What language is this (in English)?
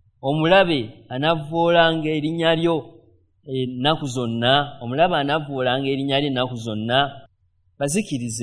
Ganda